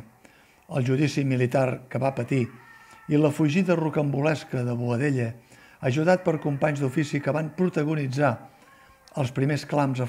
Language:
Catalan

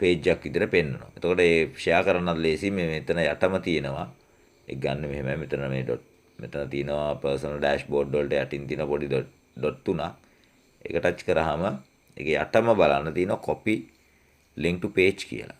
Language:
Sinhala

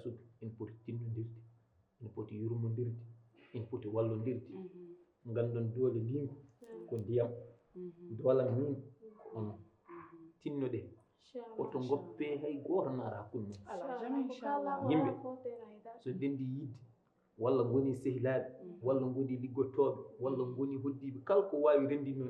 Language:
Fula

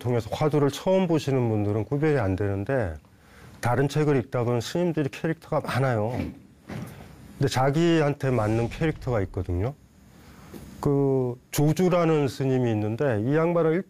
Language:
Korean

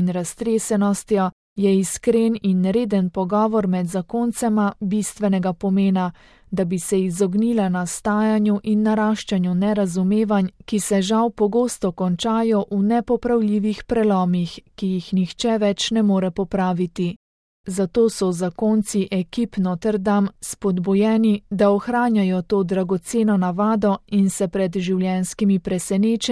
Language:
Slovenian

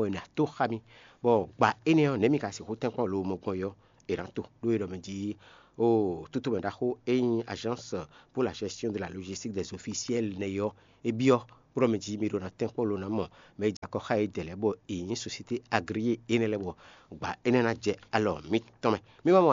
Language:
Fon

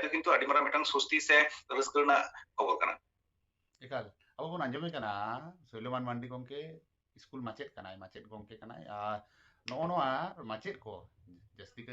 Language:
Santali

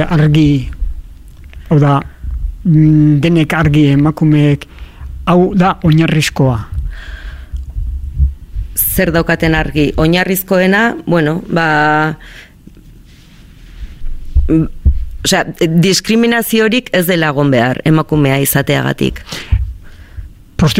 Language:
Basque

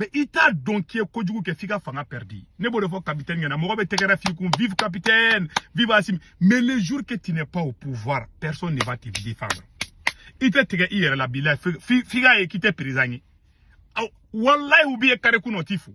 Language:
Bambara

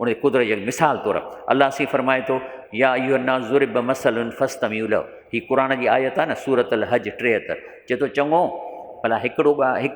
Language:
Sindhi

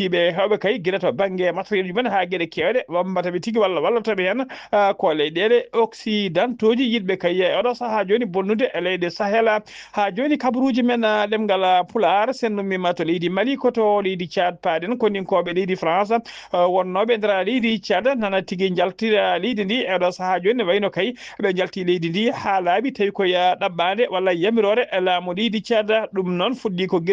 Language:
Fula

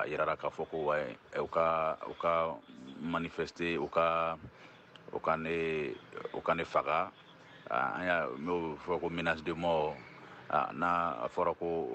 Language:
Bambara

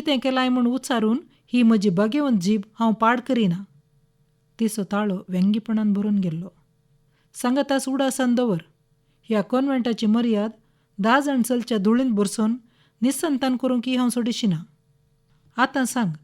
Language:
Konkani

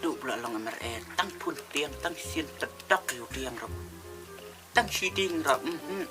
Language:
Khasi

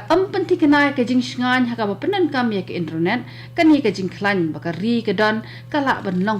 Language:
Khasi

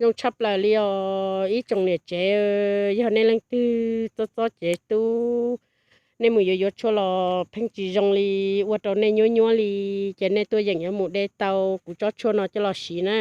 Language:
Hmong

